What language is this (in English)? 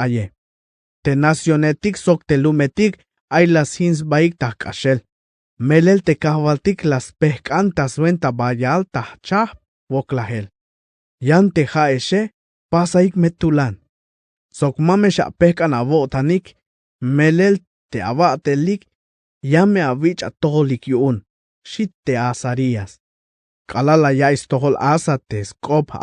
Tzeltal